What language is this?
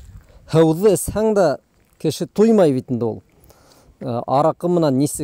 Bashkir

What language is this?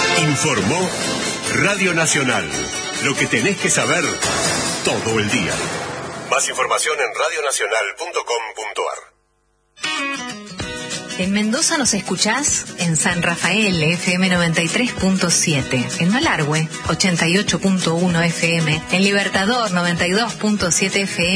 Spanish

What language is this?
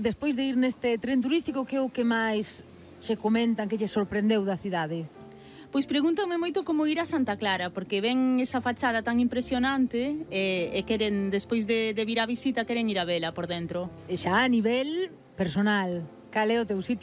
Galician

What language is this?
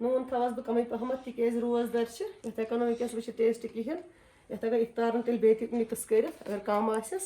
Kashmiri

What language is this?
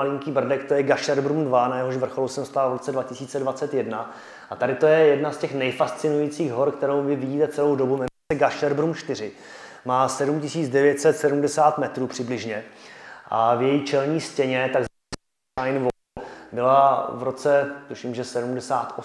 Czech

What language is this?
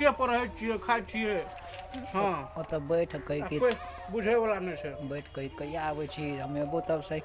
Maithili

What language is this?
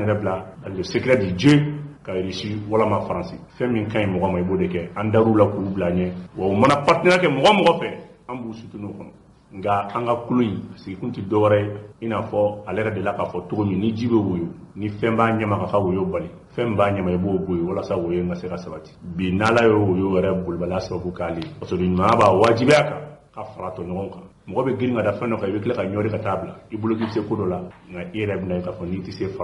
Bambara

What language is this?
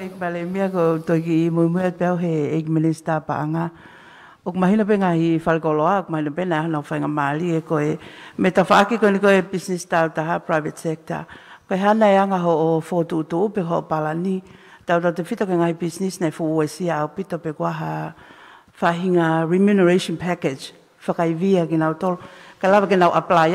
Tongan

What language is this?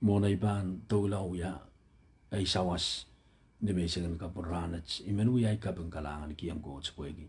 Pohnpeian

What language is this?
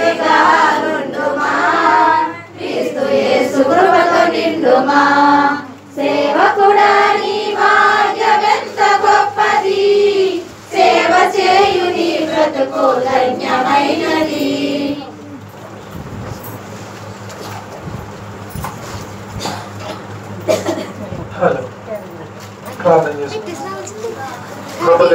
Telugu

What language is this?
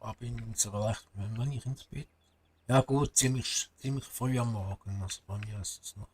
Swiss German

